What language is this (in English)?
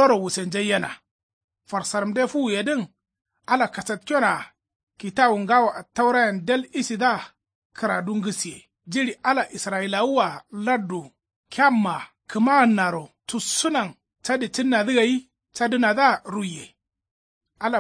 Kanuri